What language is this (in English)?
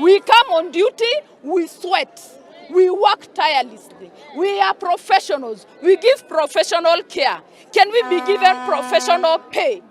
Luo (Kenya and Tanzania)